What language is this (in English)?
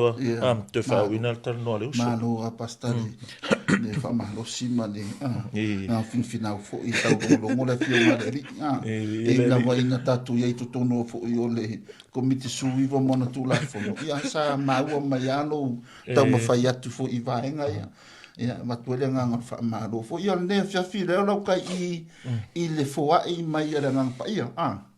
Samoan